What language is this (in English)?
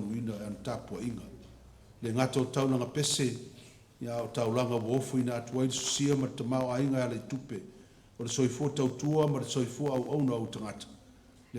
Samoan